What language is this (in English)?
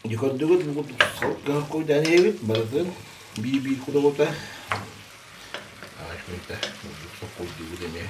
Yakut